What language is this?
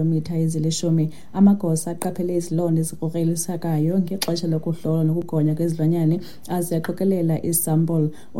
Xhosa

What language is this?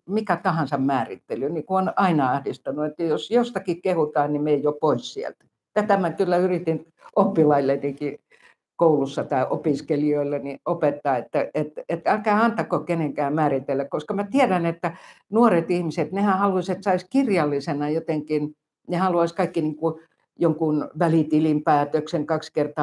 Finnish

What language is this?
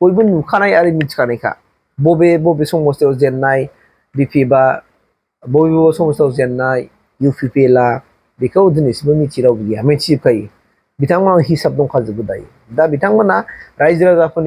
Bodo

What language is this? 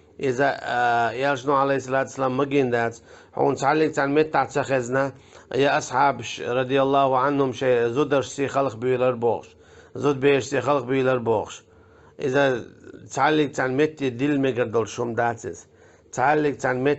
Chechen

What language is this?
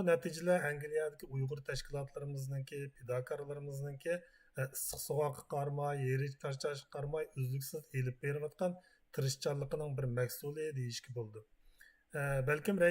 Uyghur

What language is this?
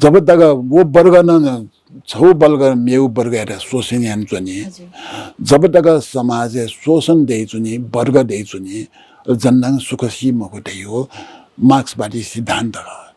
Newari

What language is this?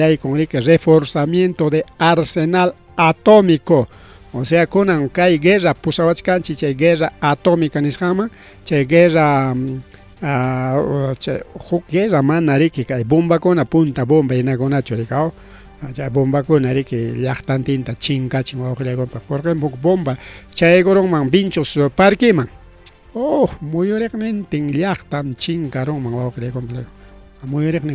Ayacucho Quechua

